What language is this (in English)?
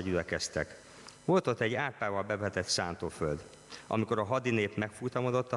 Hungarian